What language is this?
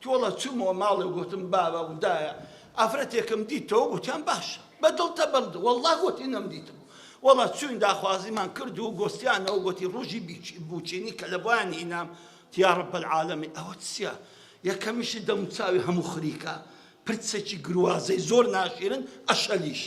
Central Kurdish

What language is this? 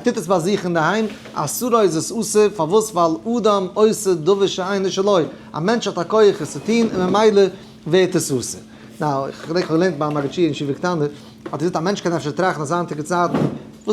Yiddish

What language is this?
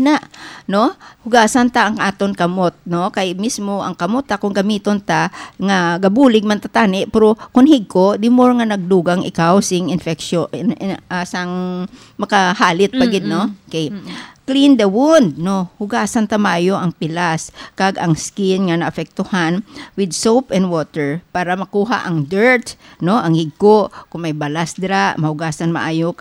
Hiligaynon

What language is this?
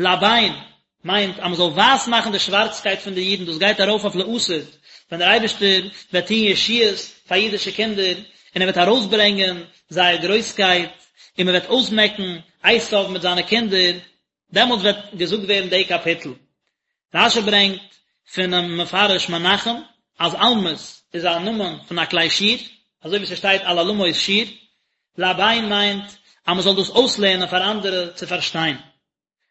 Yiddish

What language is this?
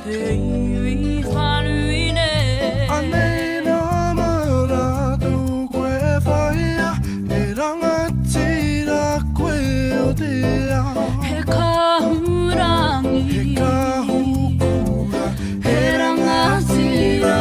Māori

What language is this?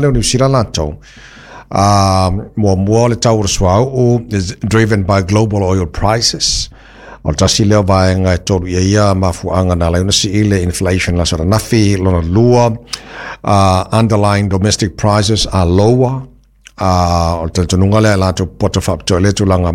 Samoan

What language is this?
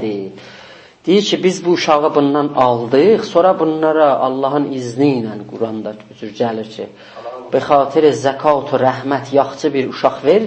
South Azerbaijani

